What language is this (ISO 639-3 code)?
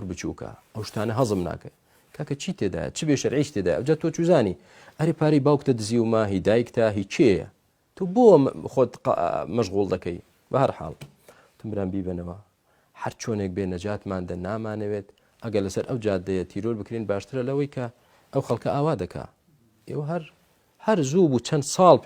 ckb